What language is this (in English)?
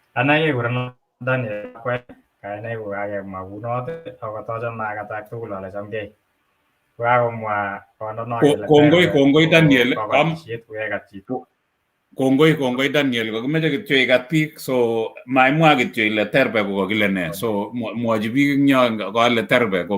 Kalenjin